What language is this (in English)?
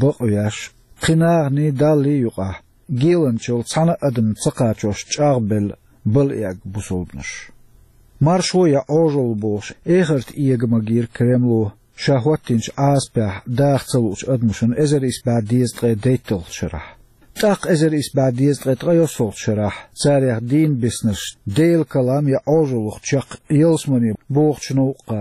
Chechen